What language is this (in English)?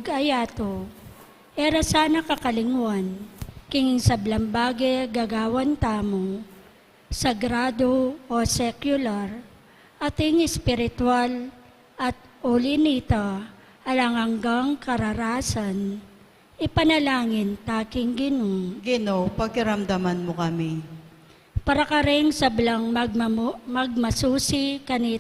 Pampanga